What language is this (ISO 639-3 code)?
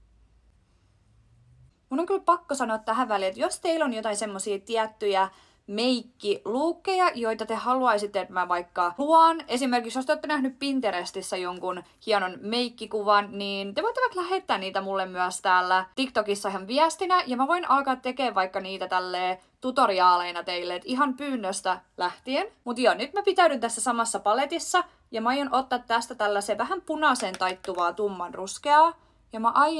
fin